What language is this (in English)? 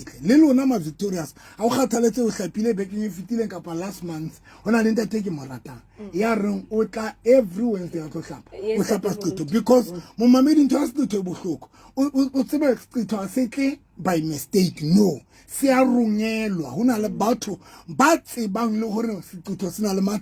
Southern Sotho